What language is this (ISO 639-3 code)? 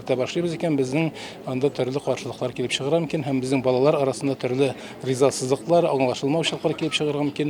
tat